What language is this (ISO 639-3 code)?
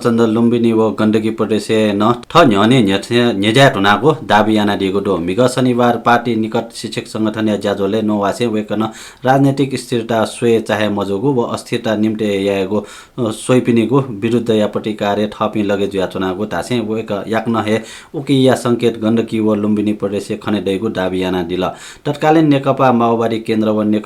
new